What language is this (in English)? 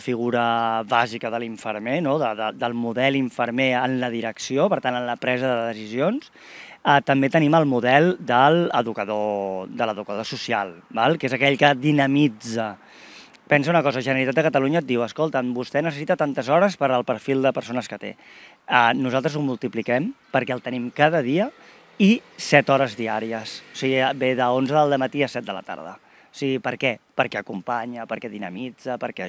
Catalan